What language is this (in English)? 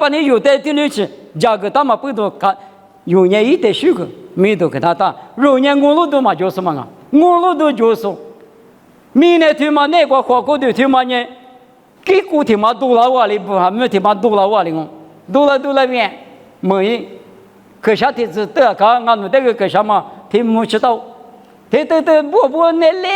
Lisu